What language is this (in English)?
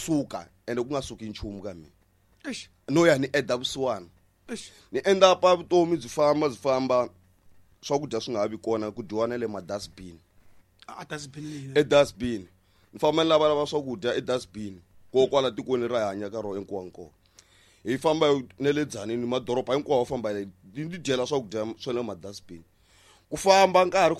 Tsonga